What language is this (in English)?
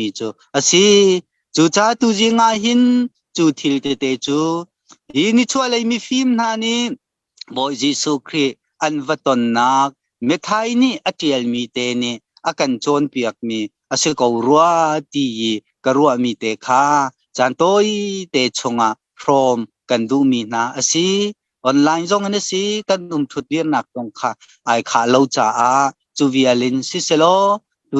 Hakha Chin